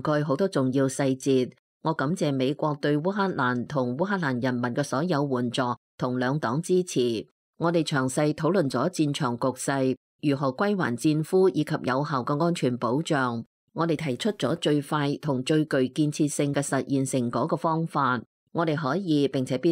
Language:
Cantonese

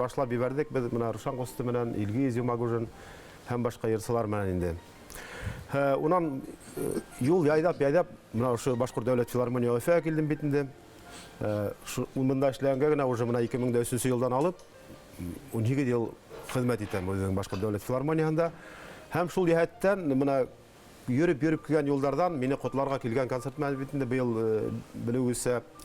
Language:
Bashkir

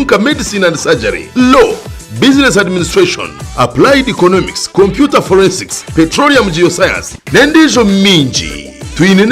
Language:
Tooro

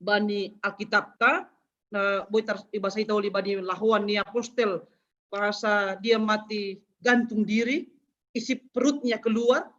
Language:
Batak Simalungun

